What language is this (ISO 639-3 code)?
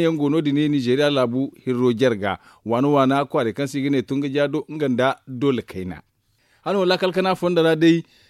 dje